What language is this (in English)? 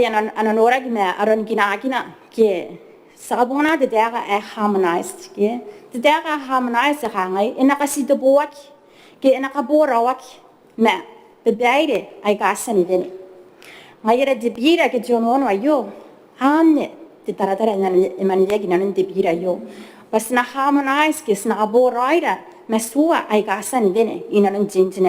Gilbertese